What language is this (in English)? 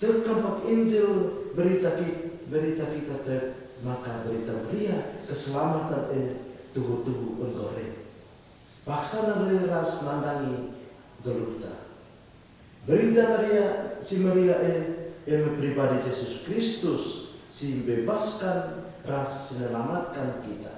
Batak Karo